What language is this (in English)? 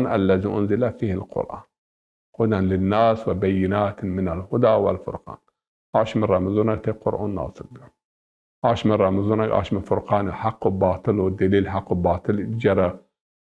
Zaza